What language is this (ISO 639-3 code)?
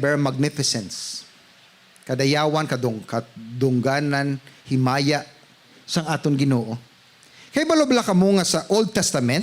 hil